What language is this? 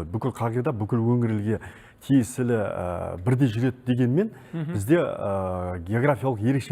Kazakh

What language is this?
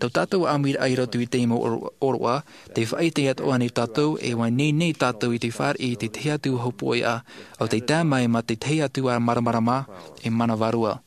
Tahitian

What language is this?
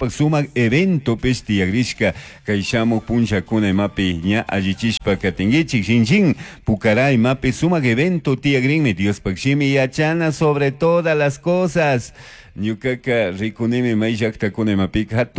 Chimborazo Highland Quichua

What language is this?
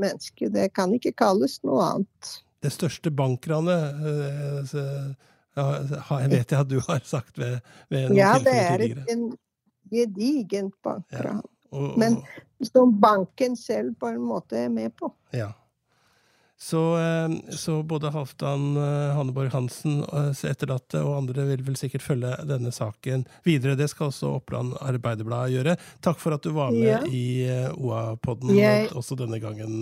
Norwegian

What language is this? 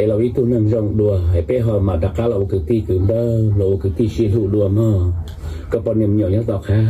Hmong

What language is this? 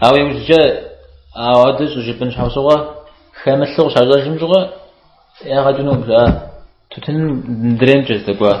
Kabardian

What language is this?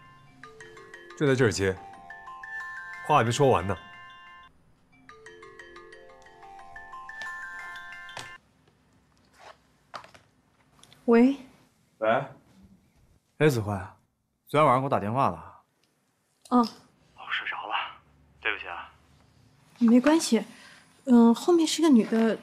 Chinese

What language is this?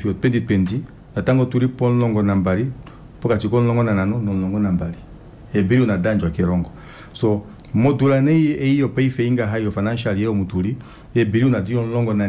Kuanyama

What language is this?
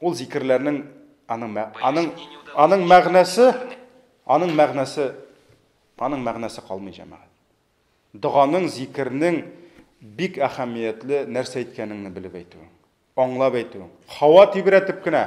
Tatar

